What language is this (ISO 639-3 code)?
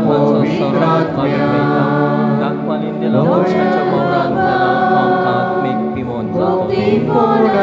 kok